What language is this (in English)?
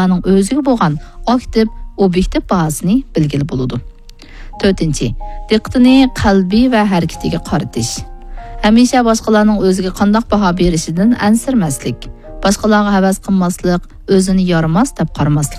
Uyghur